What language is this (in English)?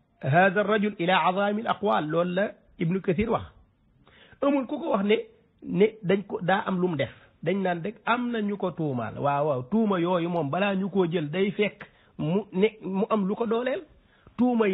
Wolof